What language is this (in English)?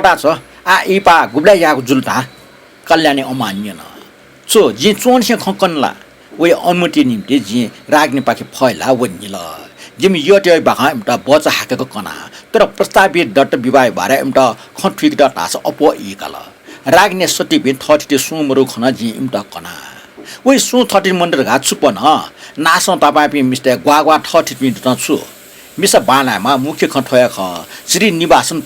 Newari